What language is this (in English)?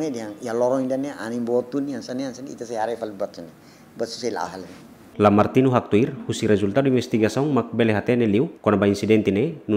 Tetum